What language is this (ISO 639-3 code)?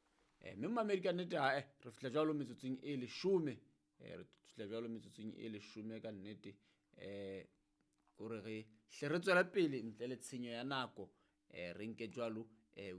sot